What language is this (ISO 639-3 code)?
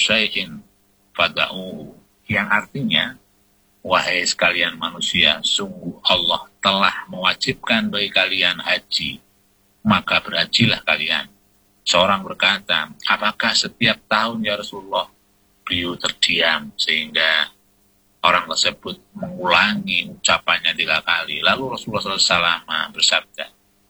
ind